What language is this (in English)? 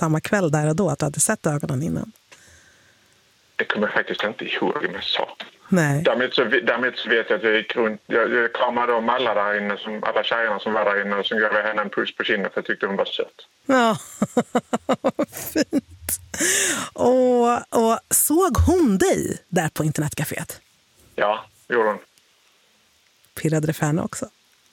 Swedish